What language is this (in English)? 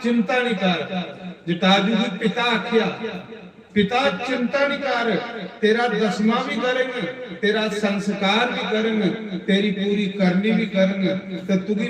Dogri